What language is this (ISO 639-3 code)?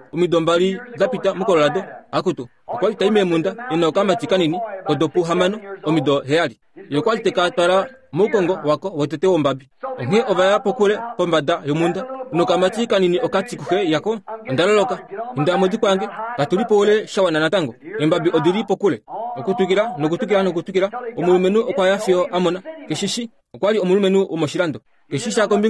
kua